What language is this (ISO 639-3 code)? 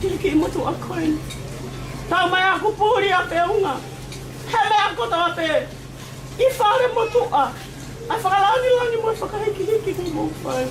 ton